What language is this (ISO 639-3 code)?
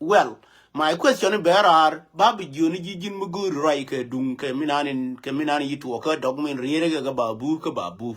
nus